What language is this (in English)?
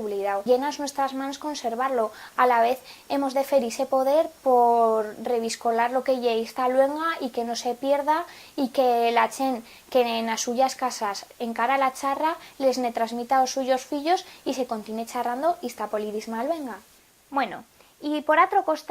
Aragonese